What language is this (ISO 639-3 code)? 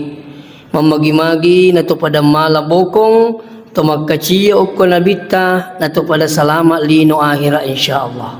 bug